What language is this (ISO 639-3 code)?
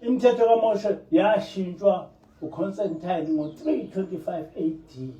zul